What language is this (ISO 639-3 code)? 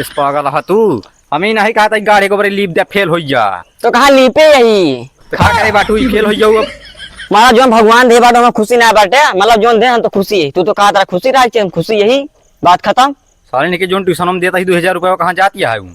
awa